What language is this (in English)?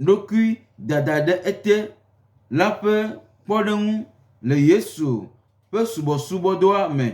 Gen